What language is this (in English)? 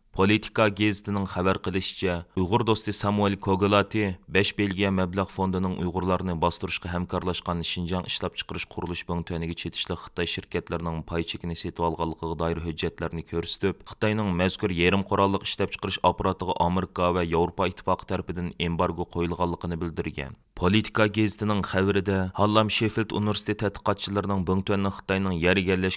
Uyghur